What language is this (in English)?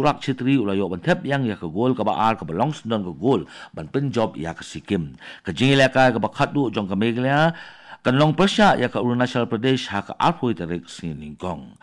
Khasi